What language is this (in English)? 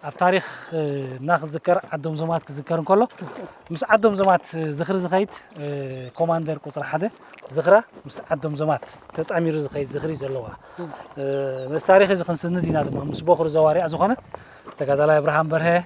Tigrinya